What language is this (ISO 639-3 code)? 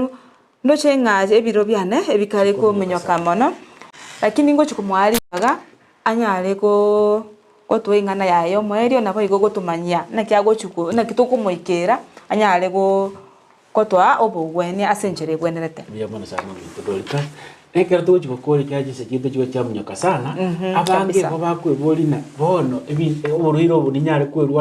guz